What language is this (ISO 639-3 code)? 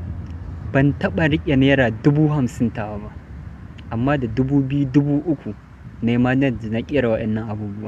hau